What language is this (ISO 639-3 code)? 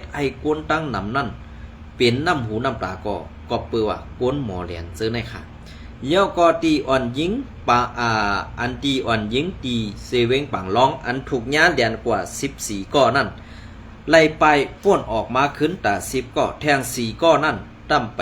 shn